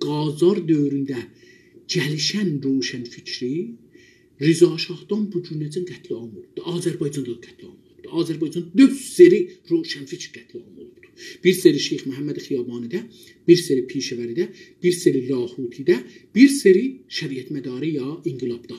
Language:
South Azerbaijani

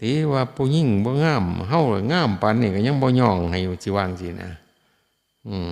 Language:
Northeastern Thai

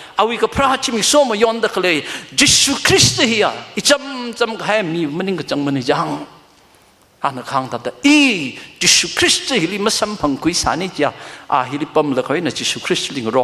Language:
Tangkhul Naga (India)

